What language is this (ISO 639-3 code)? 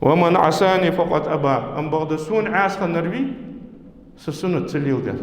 inh